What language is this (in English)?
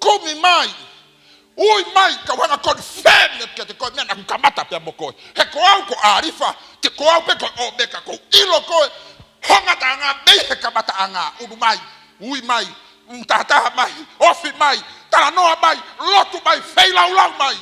Tongan